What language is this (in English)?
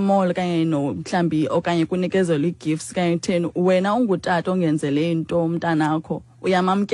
Xhosa